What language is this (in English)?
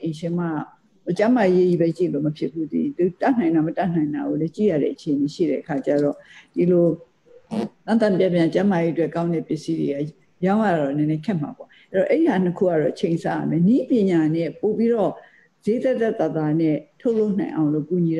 Burmese